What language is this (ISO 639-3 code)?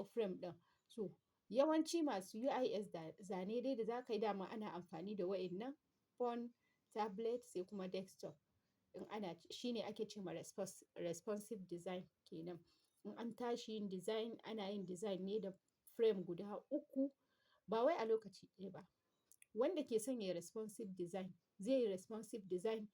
hau